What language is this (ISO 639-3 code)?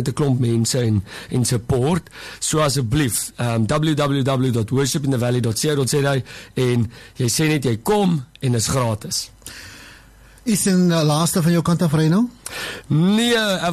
afr